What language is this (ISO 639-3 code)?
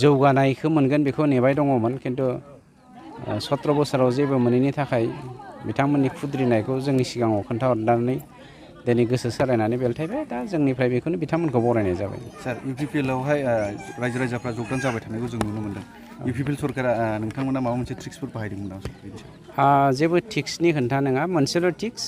brx